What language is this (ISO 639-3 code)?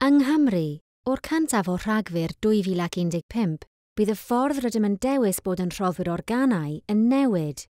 cym